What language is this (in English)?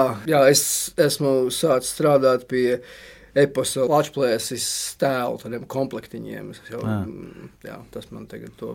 Latvian